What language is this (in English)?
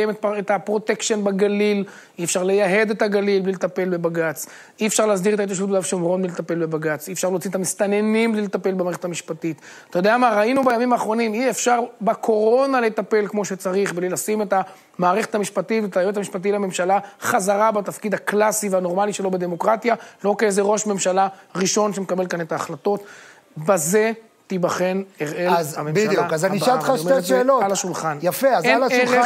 Hebrew